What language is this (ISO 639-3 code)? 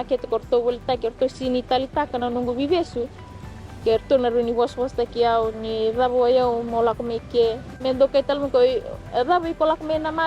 fij